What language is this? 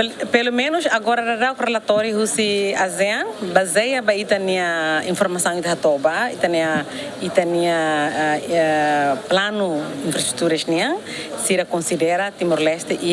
Tetum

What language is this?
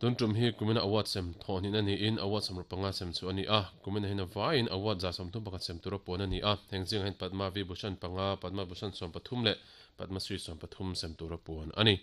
Mizo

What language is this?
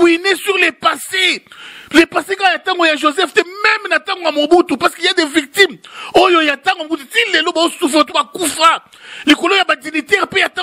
Lingala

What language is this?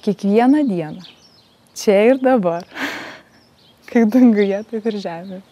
Lithuanian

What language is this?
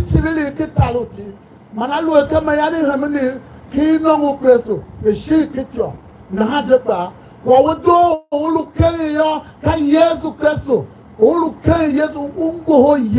Tiv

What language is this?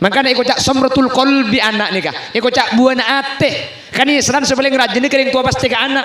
Madurese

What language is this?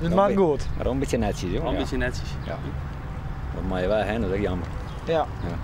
Western Frisian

